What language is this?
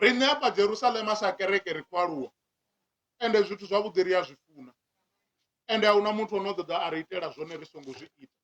Venda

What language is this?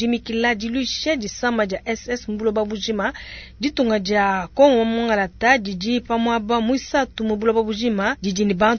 Luba-Lulua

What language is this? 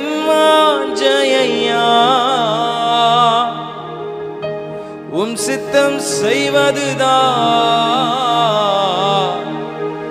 Tamil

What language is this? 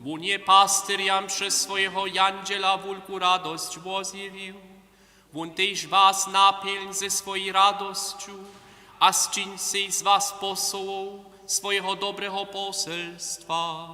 Upper Sorbian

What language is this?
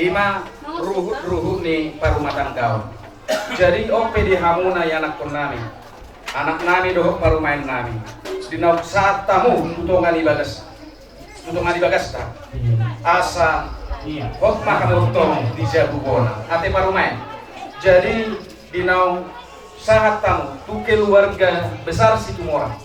Batak Toba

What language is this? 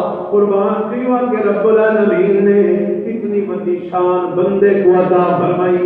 Saraiki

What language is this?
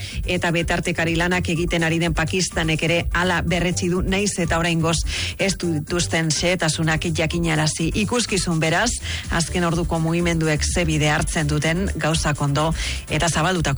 Basque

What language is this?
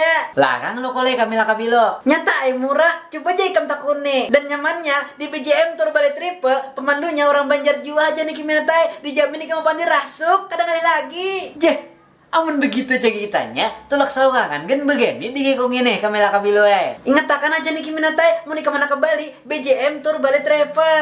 Banjar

